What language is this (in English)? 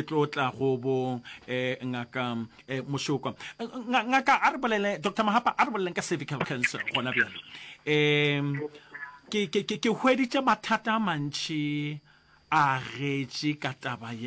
Northern Sotho